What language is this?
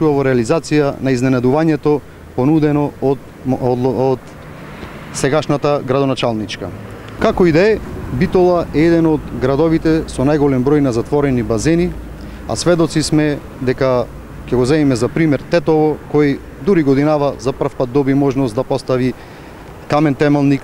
Macedonian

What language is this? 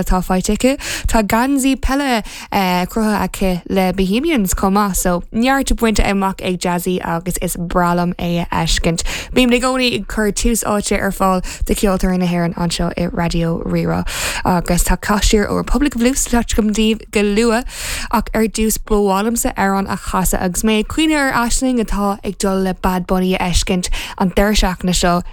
Irish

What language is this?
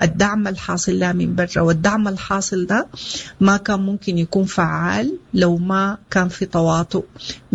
Sudanese Arabic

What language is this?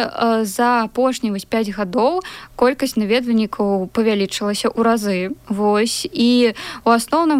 Belarusian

